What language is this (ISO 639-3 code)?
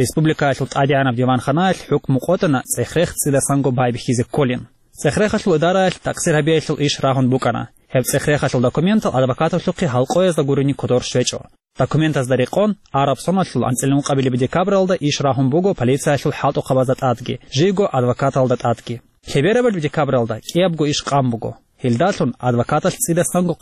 ava